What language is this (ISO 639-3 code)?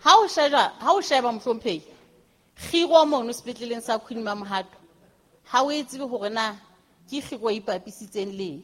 sot